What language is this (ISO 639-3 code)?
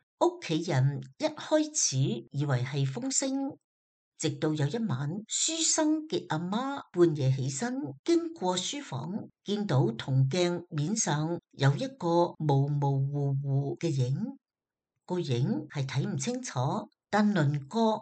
yue